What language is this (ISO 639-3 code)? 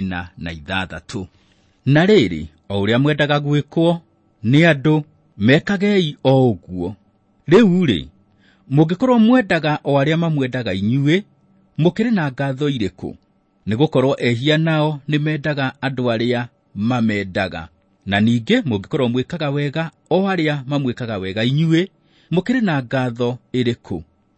kik